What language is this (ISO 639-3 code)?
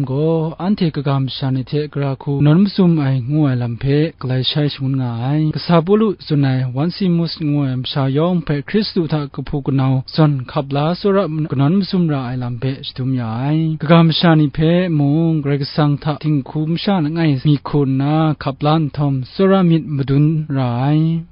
kac